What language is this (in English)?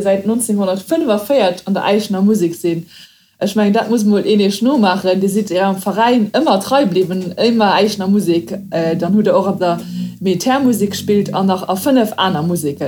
Luxembourgish